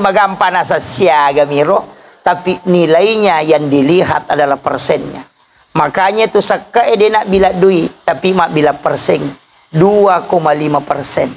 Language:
Buginese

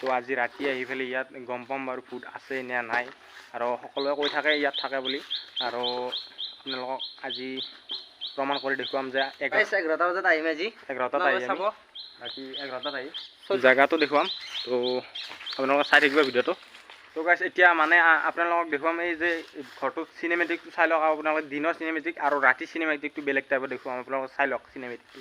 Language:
Assamese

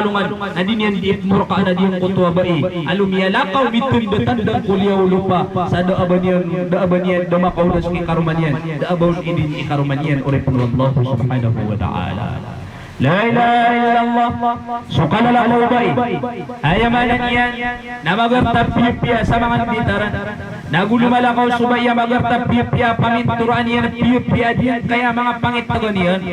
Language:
Maranao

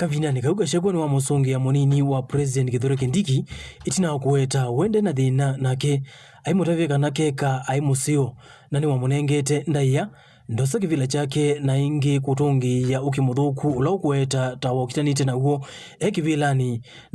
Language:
Kamba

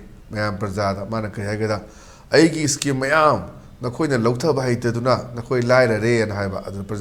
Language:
Manipuri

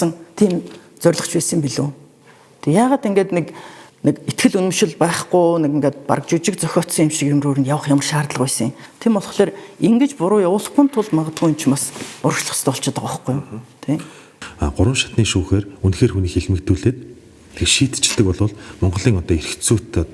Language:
Mongolian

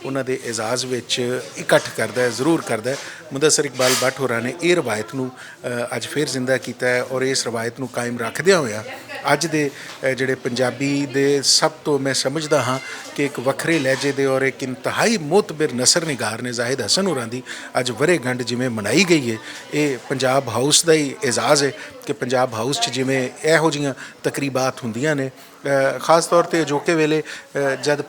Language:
Western Panjabi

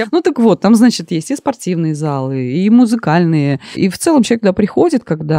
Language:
Russian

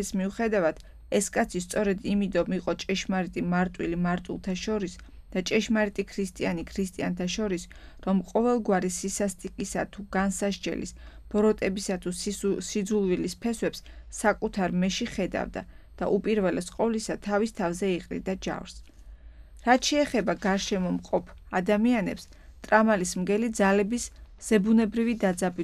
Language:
Georgian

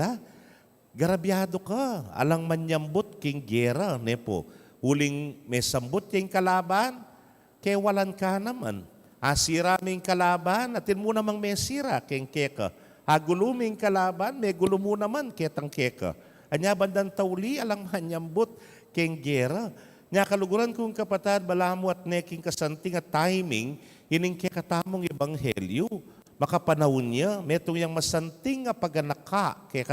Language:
Pampanga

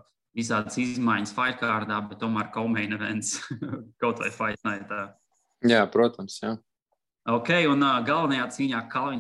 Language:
Latvian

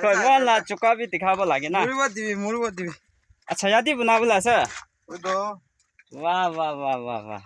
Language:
Naga Pidgin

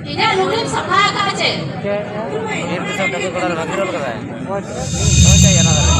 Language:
Santali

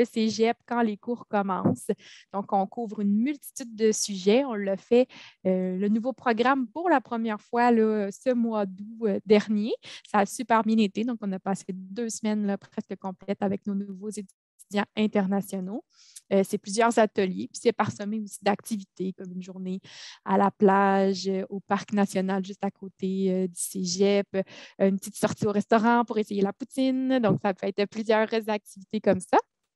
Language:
French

